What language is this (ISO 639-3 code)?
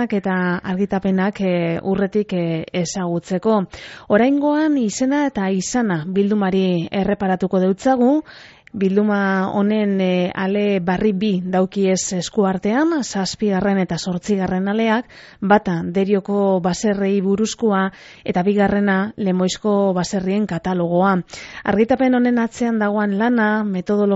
eus